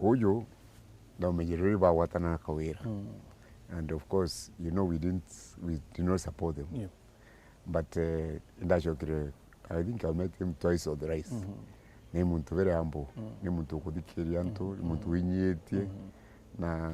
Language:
Meru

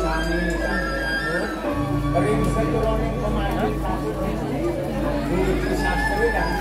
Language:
Balinese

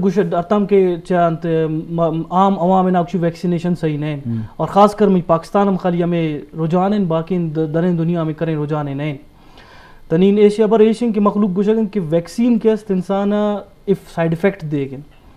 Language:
Eastern Balochi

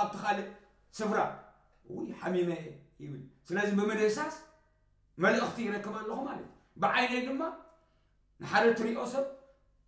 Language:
Tigrinya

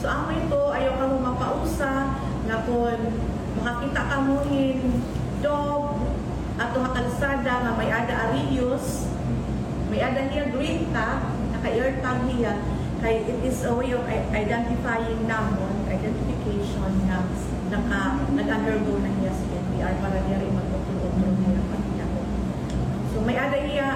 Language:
Waray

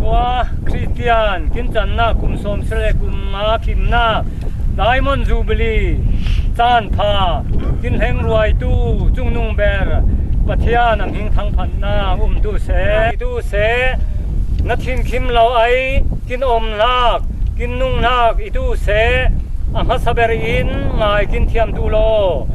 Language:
Falam Chin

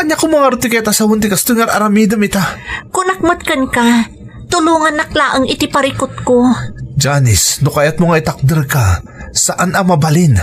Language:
Iloko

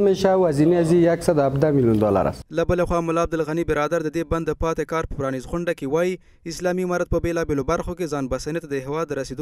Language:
Pashto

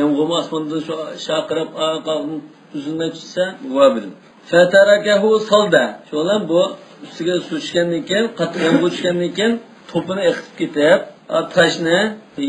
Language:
Uyghur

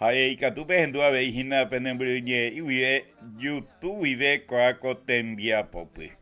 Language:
Guarani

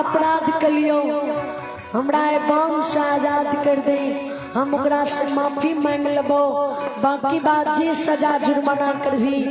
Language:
Maithili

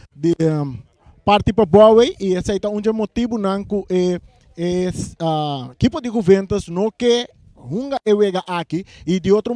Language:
Papiamento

